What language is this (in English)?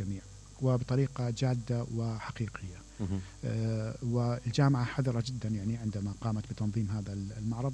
Mesopotamian Arabic